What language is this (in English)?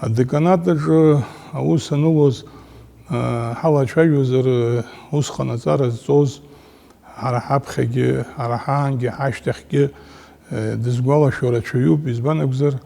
Abkhazian